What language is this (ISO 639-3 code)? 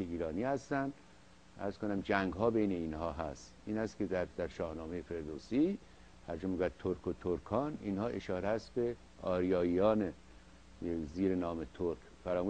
fas